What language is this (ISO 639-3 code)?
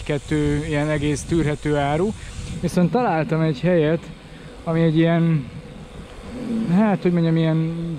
hun